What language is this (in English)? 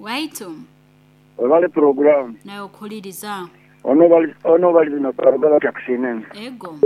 Nyoro